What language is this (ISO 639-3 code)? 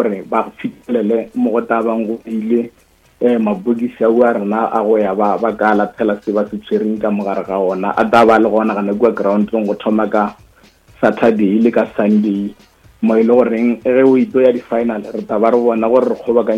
nso